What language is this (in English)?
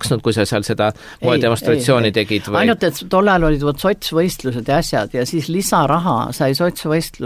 Estonian